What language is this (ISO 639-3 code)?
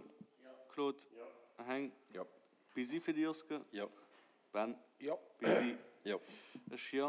ltz